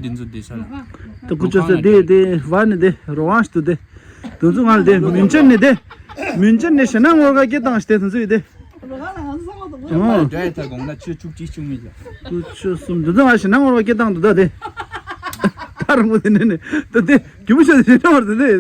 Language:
Tibetan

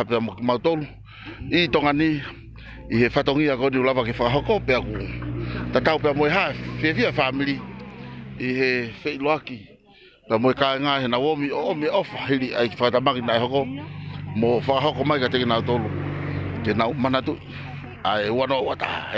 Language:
Tongan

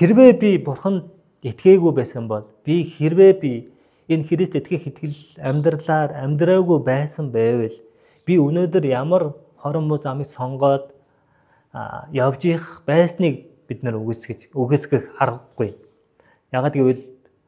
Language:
Mongolian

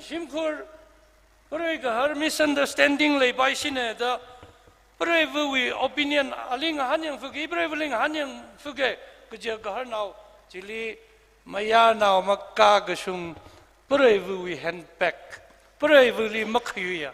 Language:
Tangkhul Naga (India)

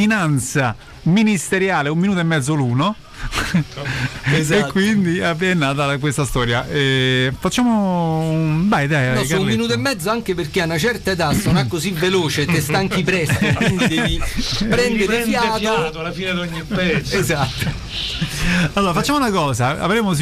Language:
Italian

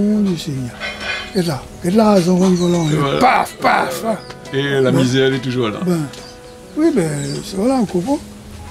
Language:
Réunion Creole French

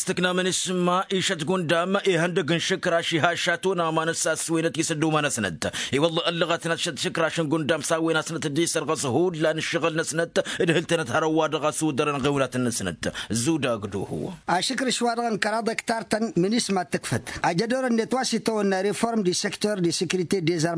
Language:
Tamasheq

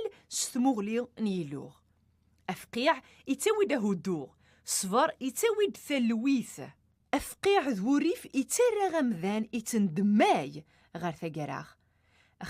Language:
Kabyle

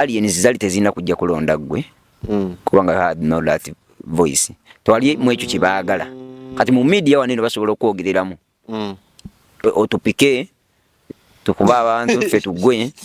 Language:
Ganda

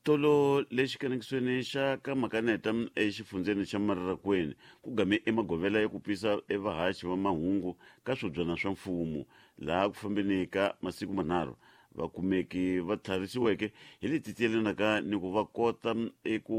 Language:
Tsonga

